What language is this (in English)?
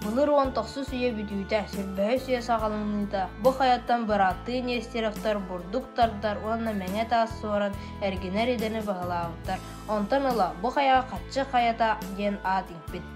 Yakut